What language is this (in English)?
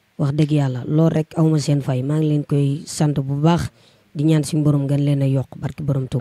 Wolof